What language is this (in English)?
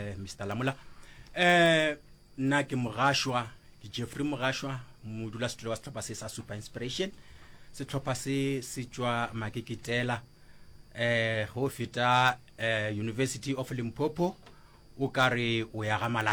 Northern Sotho